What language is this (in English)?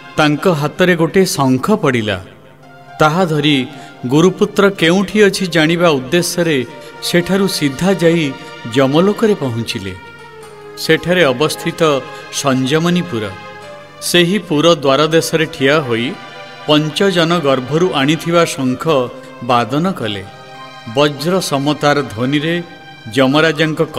Odia